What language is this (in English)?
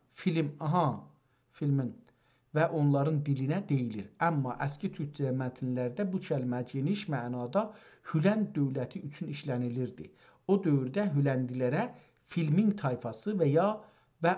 South Azerbaijani